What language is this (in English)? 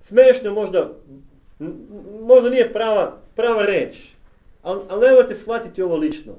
Serbian